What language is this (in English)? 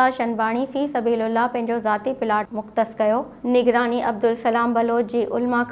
Sindhi